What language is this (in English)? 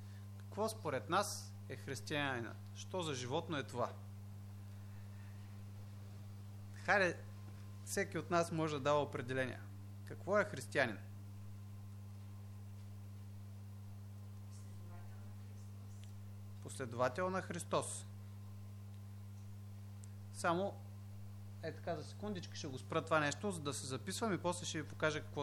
Bulgarian